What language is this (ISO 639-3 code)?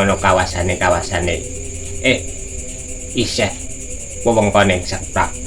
jav